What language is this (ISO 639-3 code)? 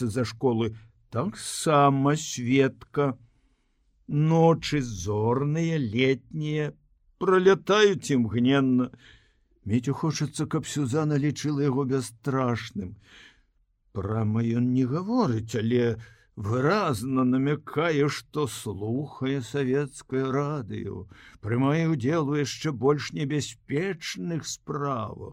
bel